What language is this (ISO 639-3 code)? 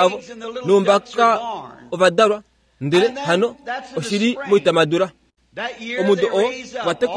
kua